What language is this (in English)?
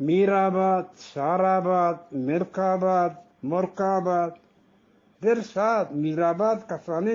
Eastern Balochi